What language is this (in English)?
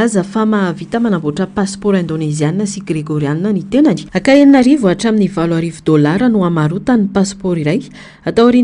Malagasy